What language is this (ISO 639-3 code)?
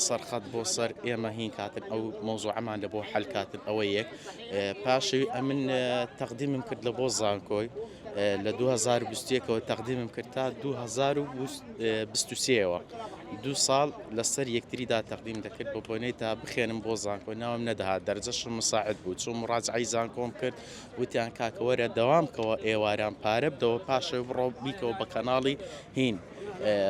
ckb